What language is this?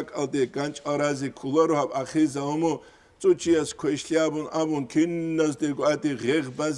Avaric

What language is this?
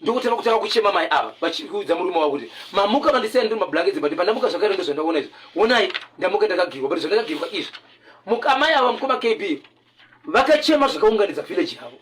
Shona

